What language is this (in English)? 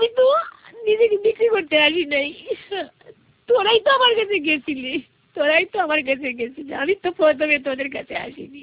Bangla